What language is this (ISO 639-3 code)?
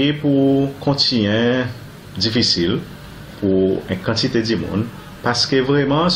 crs